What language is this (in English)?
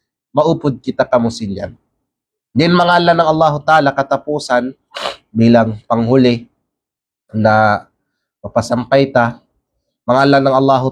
Kalagan